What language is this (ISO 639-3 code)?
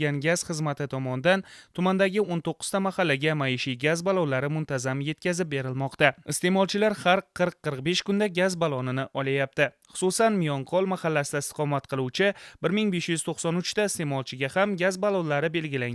uzb